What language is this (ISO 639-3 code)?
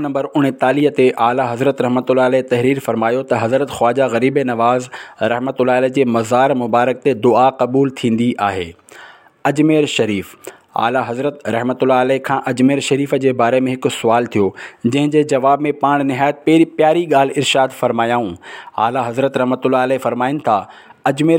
snd